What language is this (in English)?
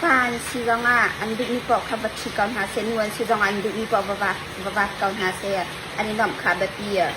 Hakha Chin